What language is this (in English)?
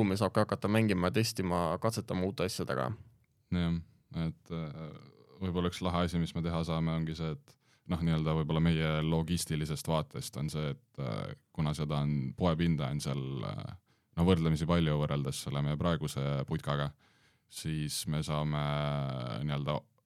Estonian